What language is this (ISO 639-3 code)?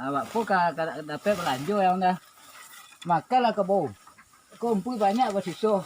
min